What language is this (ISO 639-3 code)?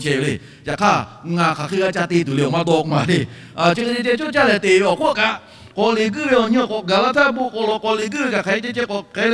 lhu